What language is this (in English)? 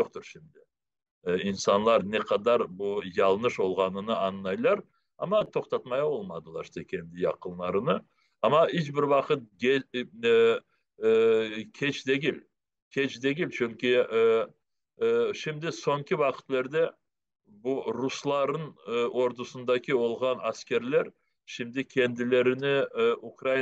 Crimean Tatar